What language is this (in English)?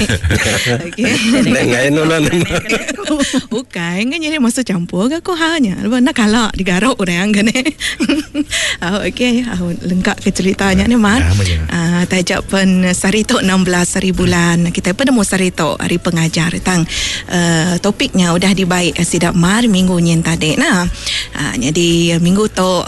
Malay